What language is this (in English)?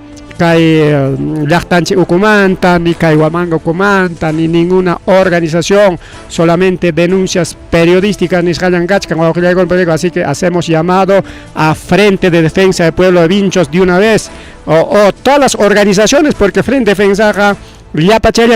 Ayacucho Quechua